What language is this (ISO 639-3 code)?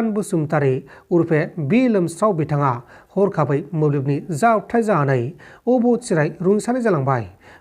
brx